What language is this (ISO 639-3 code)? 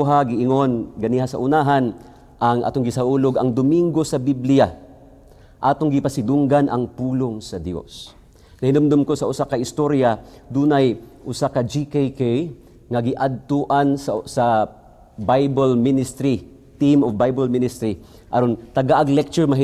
ceb